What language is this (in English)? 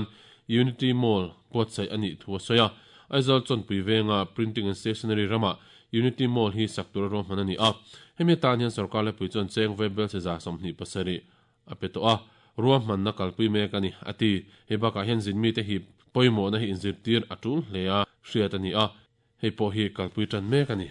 Mizo